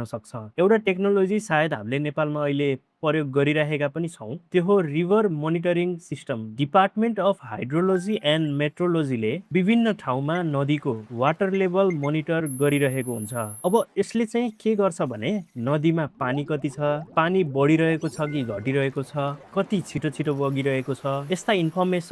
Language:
Nepali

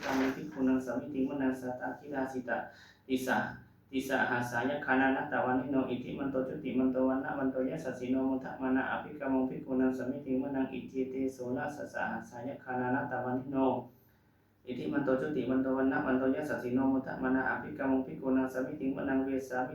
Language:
Pali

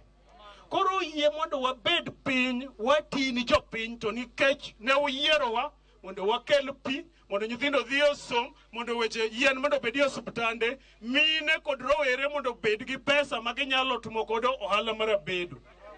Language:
Luo (Kenya and Tanzania)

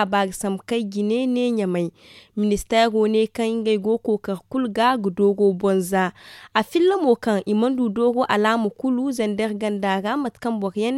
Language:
Zarma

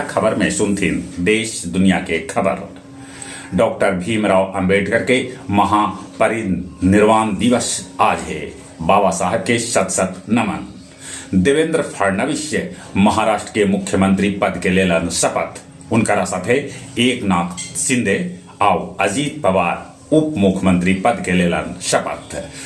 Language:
Magahi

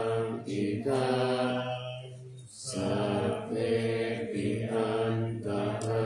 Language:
Pali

